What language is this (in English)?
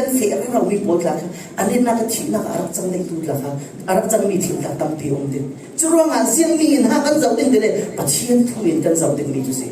Falam Chin